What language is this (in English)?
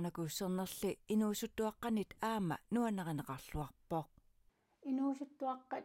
Kalaallisut